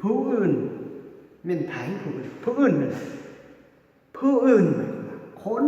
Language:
Lao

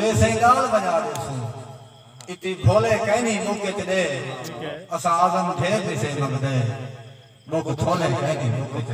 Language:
Saraiki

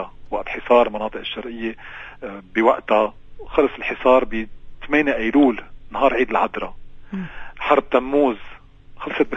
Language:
North Levantine Arabic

